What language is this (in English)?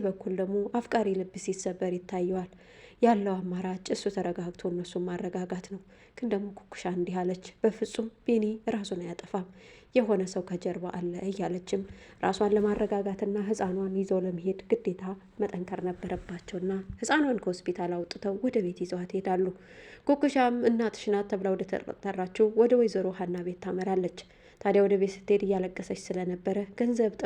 Amharic